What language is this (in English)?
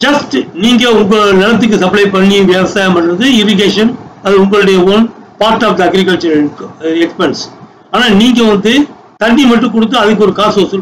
Tamil